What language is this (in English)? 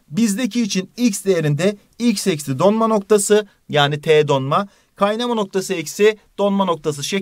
Turkish